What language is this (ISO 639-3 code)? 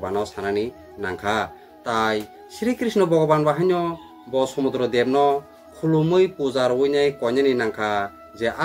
trp